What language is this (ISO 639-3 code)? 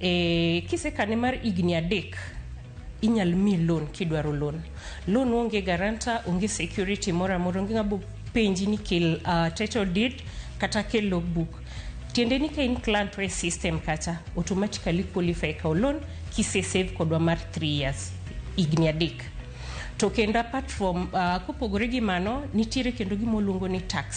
luo